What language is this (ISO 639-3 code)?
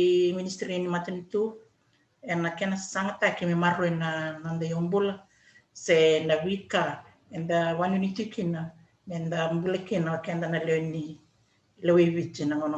fij